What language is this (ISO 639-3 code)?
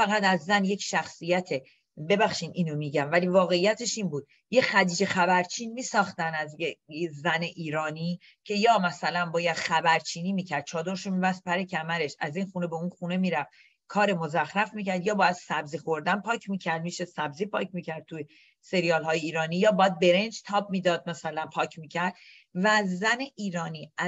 fas